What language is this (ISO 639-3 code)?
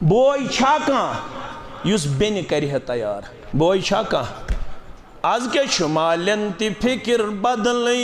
kas